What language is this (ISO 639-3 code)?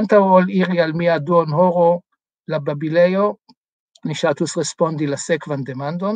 epo